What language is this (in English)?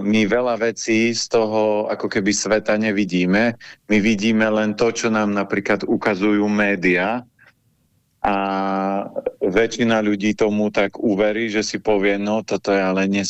Slovak